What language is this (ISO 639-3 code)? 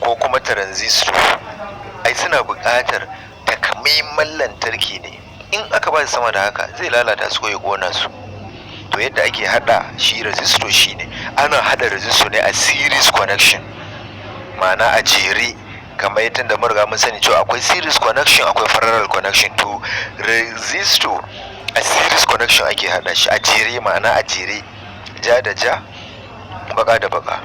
hau